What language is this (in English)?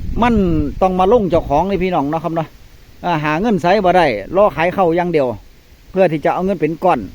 Northeastern Thai